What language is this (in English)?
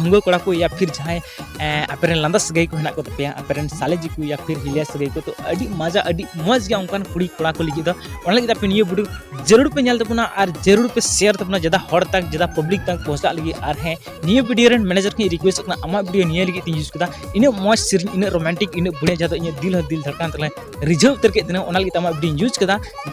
Santali